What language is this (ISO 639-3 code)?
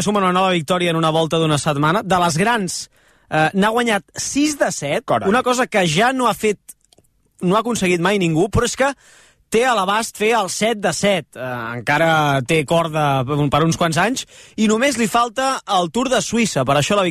cat